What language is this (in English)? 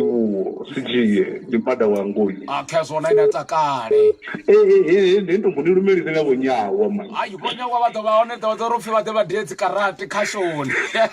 Venda